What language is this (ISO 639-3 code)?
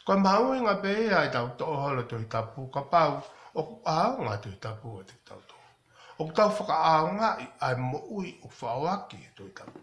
ton